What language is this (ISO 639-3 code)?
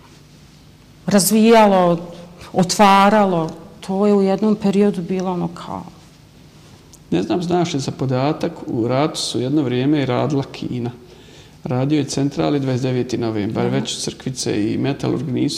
bos